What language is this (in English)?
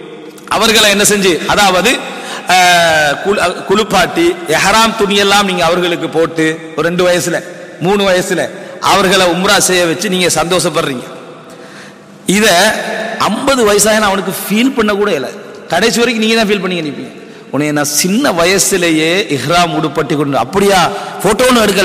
Tamil